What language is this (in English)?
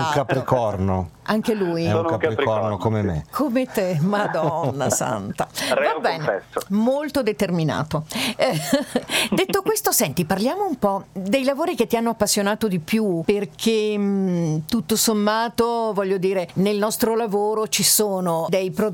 Italian